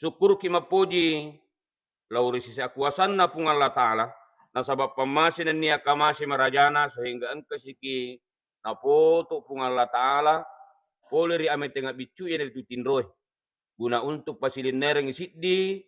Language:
Buginese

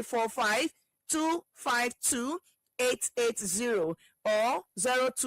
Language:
Ewe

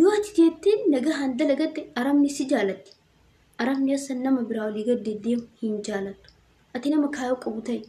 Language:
Oromo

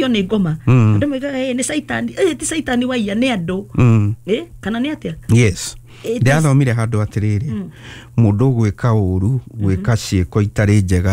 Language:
Kikuyu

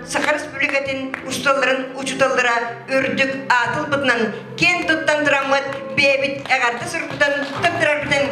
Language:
Yakut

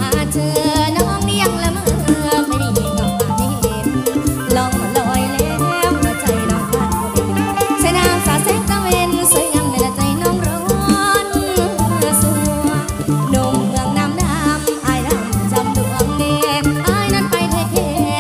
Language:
Thai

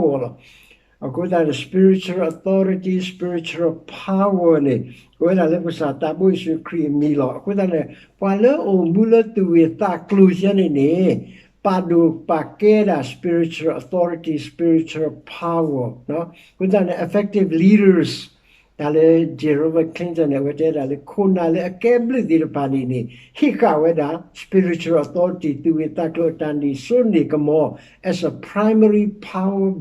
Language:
S'gaw Karen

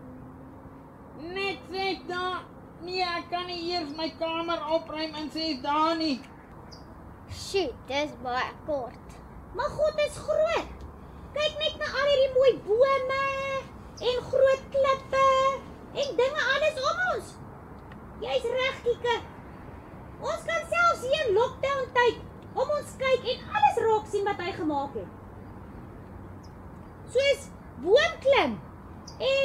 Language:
Afrikaans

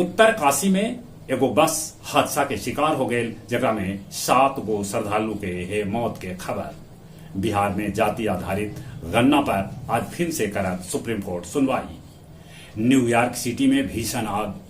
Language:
Magahi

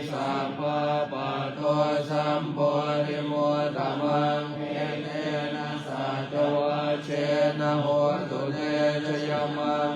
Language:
Pali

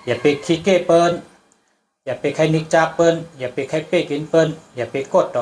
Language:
Shan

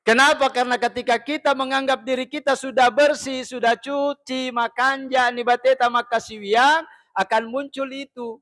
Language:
Buginese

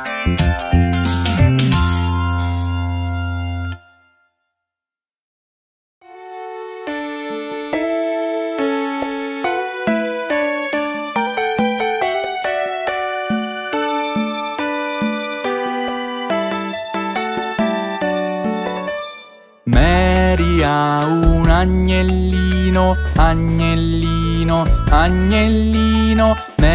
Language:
Italian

